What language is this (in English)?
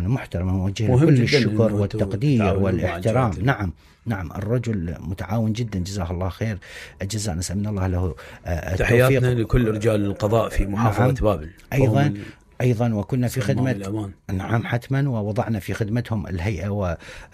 Mesopotamian Arabic